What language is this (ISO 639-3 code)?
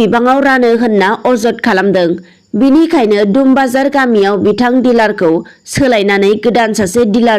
brx